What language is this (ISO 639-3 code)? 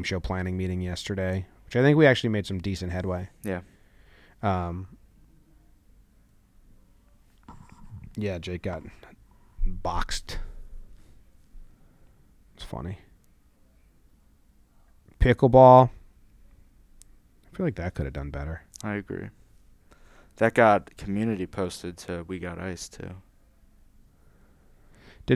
eng